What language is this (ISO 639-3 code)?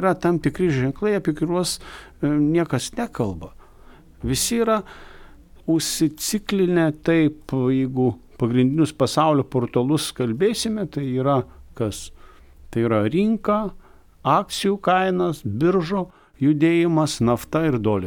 lit